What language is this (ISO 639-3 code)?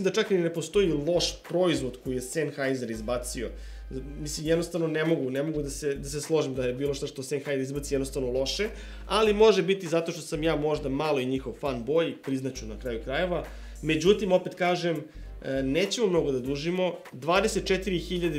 srp